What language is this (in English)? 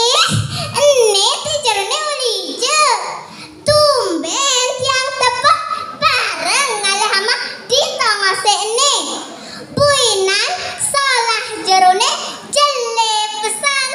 Balinese